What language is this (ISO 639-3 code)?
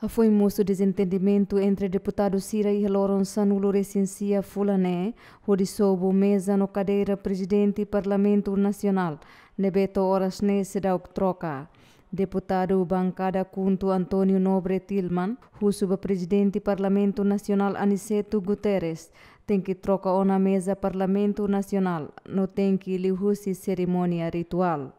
tet